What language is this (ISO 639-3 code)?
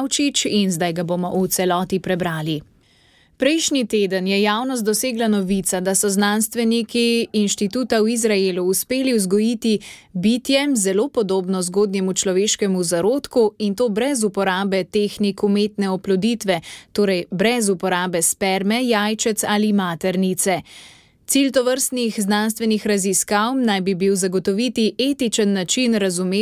slv